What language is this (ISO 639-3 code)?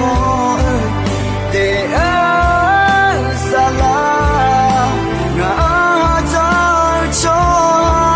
ahk